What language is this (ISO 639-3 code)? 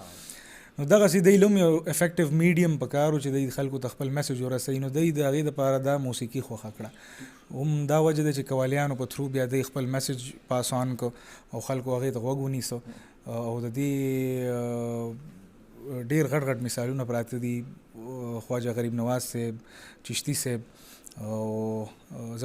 pus